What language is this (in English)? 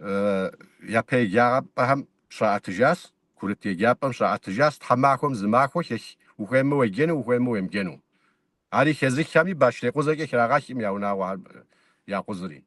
Kabardian